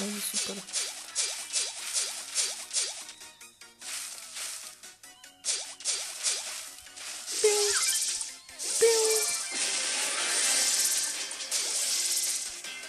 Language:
Polish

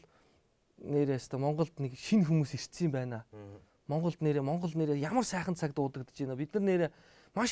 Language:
Mongolian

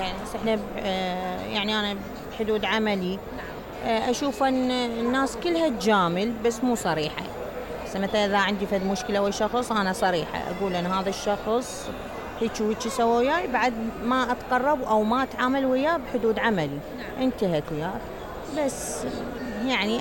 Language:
Mesopotamian Arabic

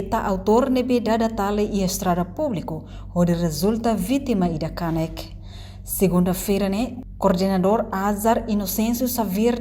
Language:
Tetum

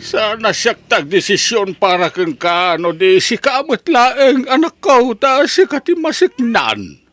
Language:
Iloko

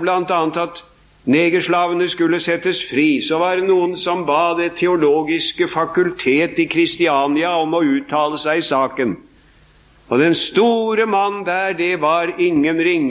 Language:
Norwegian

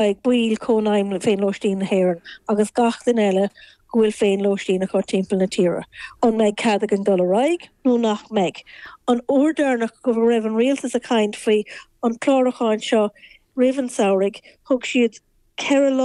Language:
Irish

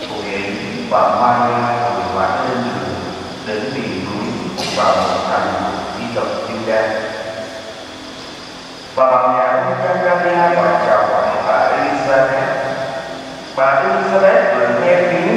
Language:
Vietnamese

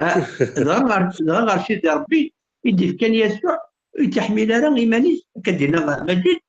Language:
Kabyle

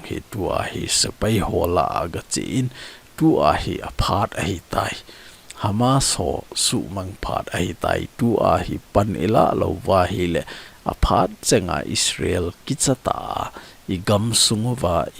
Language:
Thado Chin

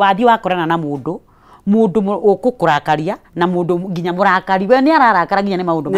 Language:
Kikuyu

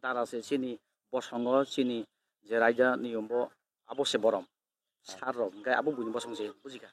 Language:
Kok Borok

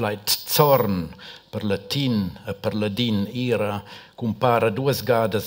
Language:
Romansh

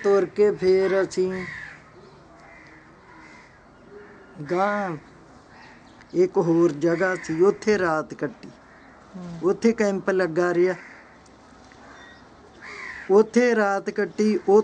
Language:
Punjabi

